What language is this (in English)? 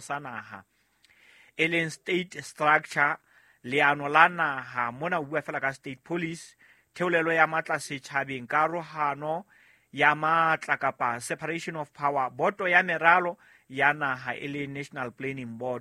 Southern Sotho